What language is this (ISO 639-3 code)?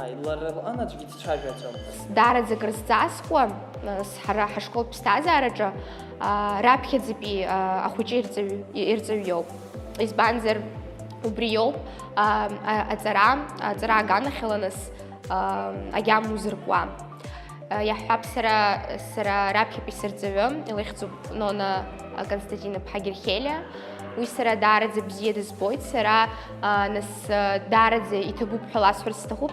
abk